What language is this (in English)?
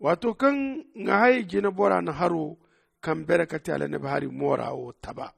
Zarma